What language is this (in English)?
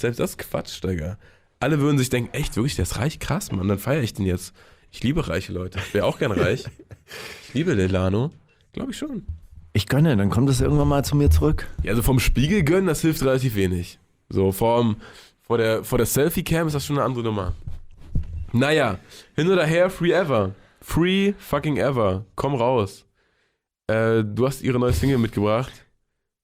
German